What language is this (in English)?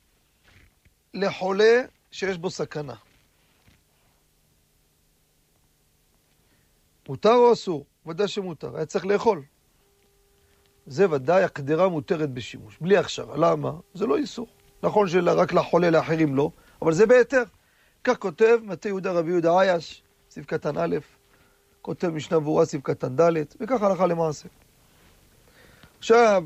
Hebrew